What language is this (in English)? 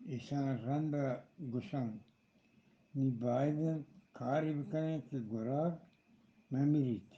Eastern Balochi